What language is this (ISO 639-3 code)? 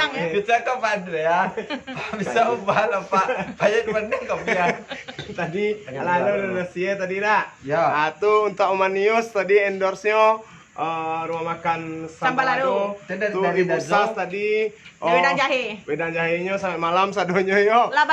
min